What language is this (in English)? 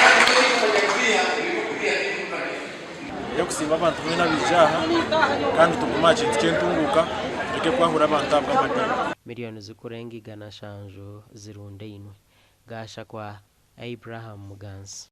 Nyankole